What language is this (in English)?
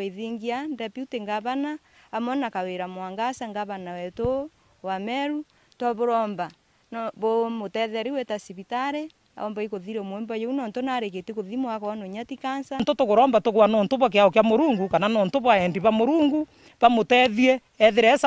Meru